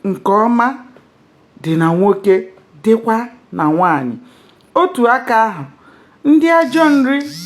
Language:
Igbo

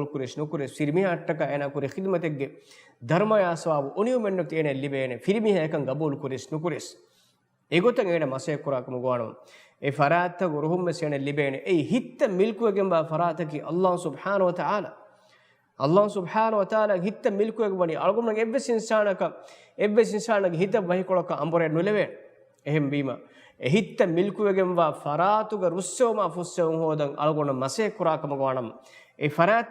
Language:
Divehi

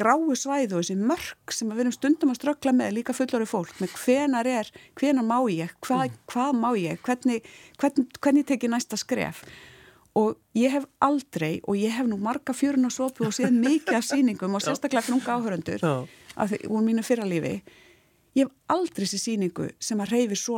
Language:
Icelandic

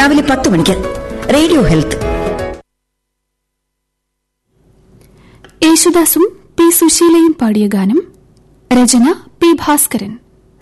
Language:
Malayalam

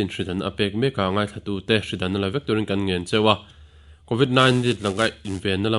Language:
Mizo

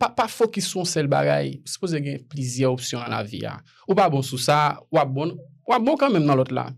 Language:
Haitian Creole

